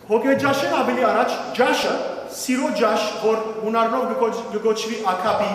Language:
Western Armenian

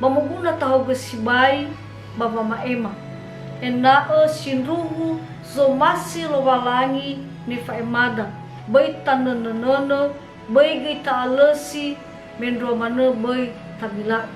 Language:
Nias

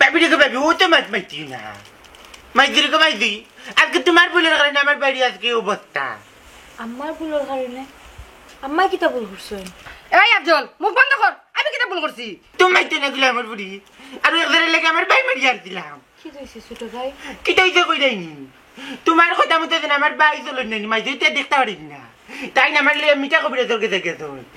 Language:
Sylheti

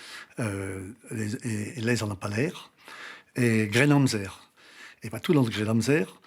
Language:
Breton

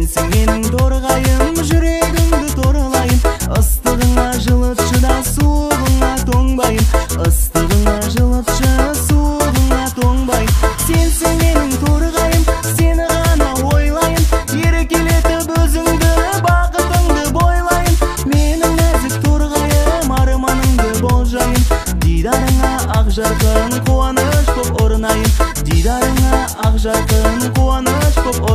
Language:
Kazakh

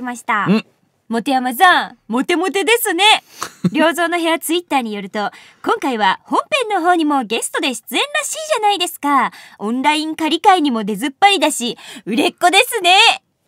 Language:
Japanese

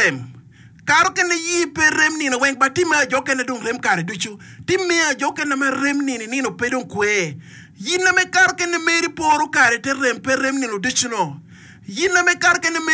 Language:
Acoli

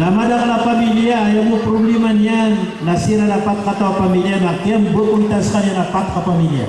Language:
Maranao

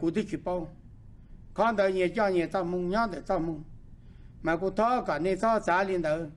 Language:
Hmong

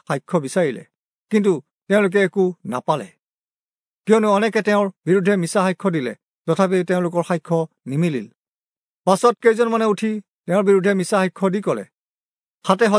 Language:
Assamese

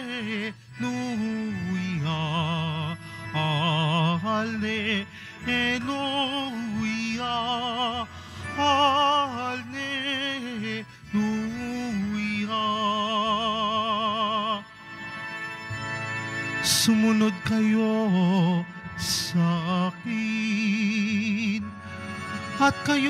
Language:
Filipino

